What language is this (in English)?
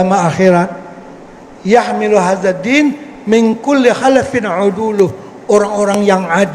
Banjar